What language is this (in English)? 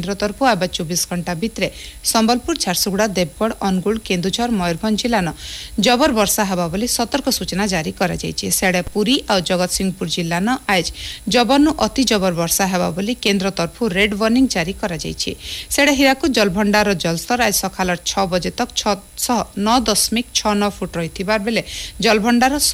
Odia